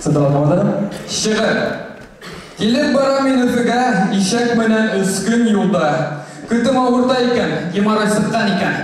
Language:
Bashkir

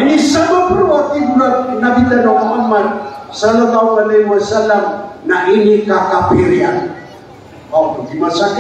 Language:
Maranao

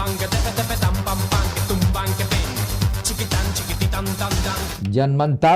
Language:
Bikol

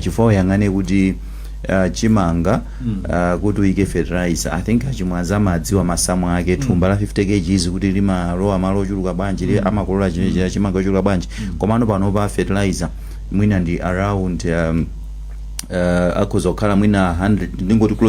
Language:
Nyanja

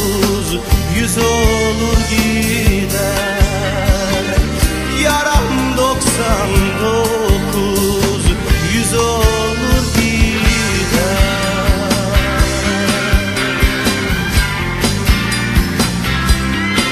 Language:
Turkish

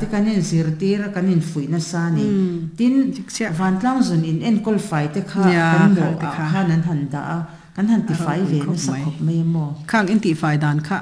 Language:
Mizo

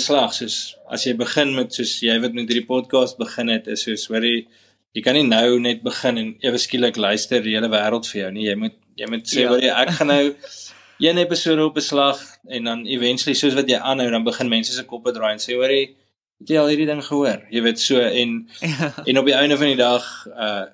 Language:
Afrikaans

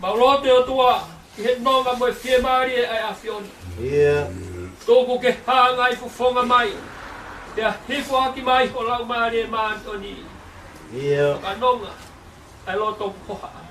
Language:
Tongan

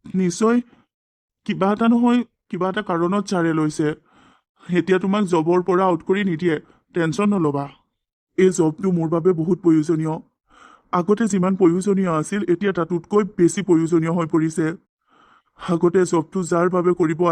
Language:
Assamese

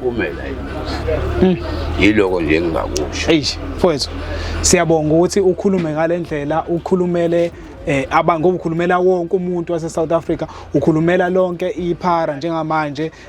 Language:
Zulu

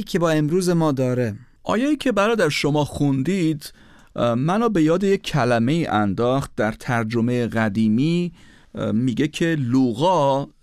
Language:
Persian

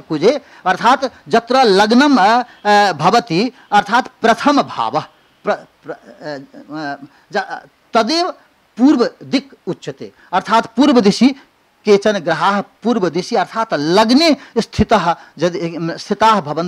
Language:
Sanskrit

